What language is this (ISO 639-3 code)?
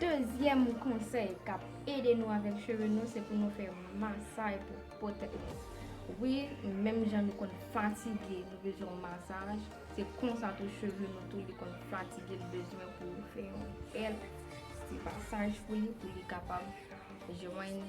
hat